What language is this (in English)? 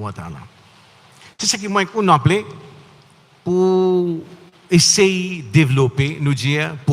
Morisyen